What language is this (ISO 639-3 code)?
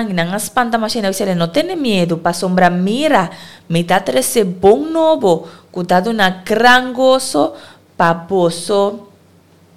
pap